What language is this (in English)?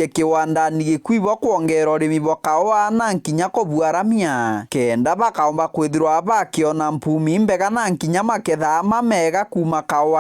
Meru